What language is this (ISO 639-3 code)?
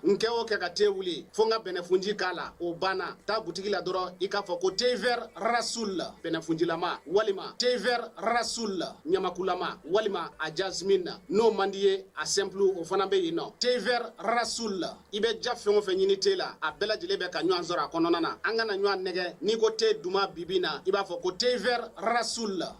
bam